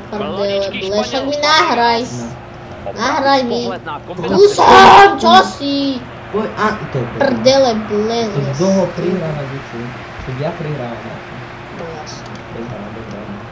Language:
Slovak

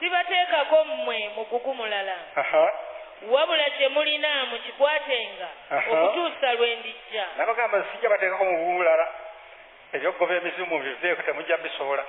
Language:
Ganda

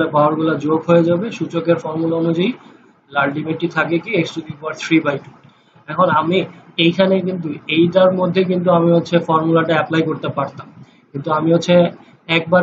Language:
Bangla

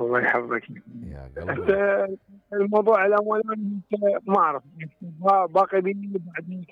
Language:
Mesopotamian Arabic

